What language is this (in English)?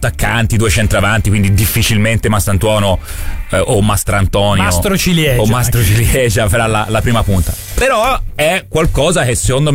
Italian